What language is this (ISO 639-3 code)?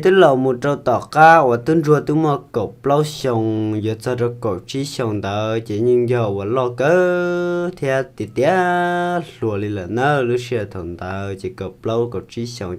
hmn